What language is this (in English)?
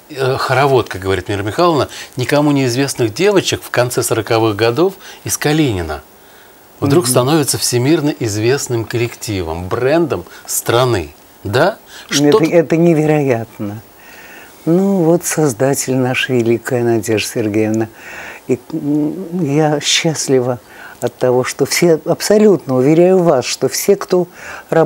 Russian